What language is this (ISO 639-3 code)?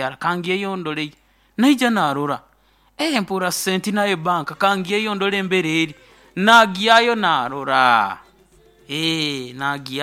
nyo